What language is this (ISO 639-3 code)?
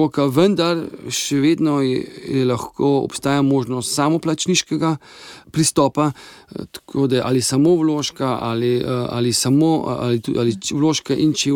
slv